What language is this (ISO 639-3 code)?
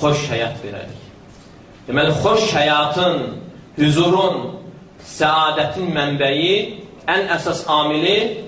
aze